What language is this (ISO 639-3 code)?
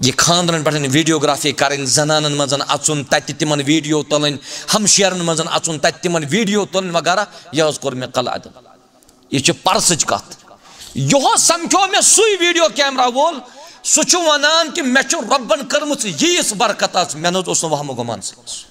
kas